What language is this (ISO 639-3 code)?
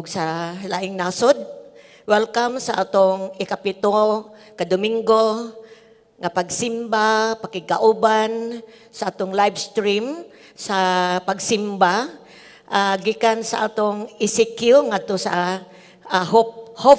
ceb